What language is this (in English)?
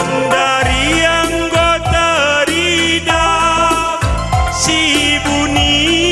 Batak Karo